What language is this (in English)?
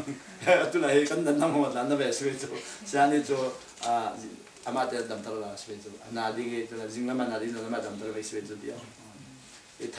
Falam Chin